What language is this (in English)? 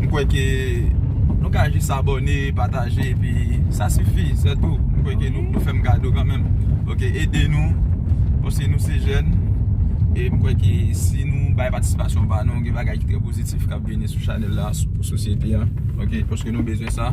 Haitian Creole